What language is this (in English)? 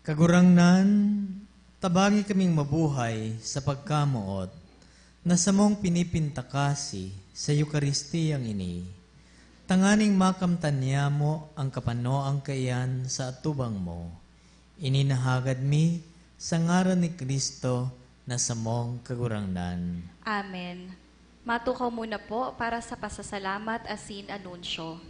Bikol